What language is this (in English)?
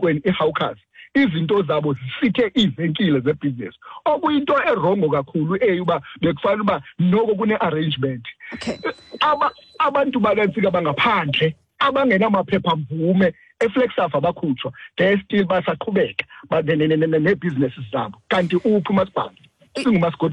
Xhosa